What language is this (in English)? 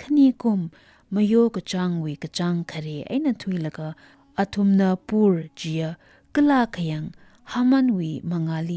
Tangkhul Naga (India)